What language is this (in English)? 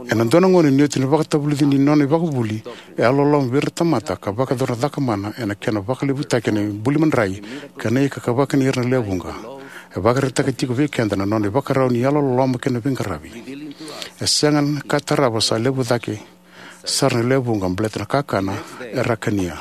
Fijian